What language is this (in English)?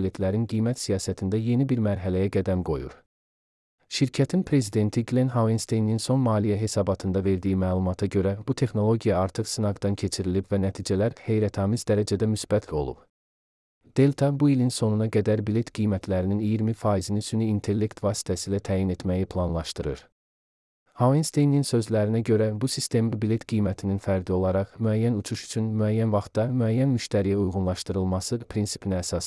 Azerbaijani